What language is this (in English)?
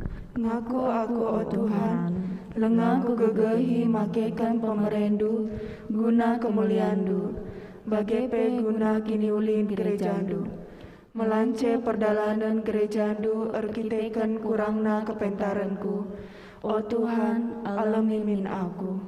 Batak Karo